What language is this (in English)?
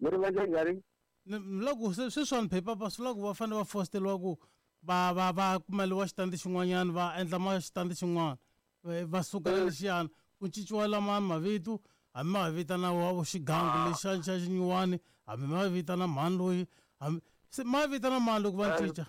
Tsonga